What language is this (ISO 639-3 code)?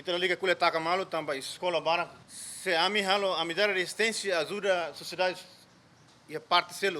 tet